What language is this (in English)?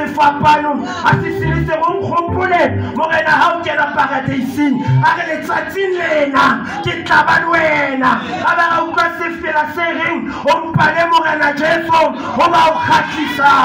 Southern Sotho